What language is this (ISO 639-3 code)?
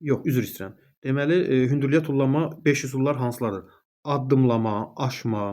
aze